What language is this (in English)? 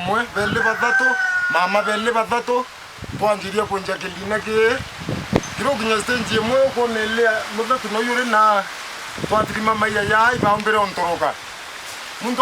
Meru